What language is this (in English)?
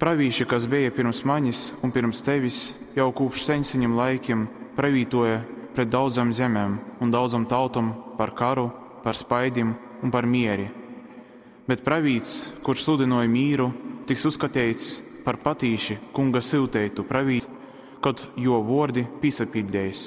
Latgalian